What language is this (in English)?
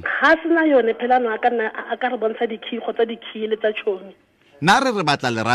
Tswana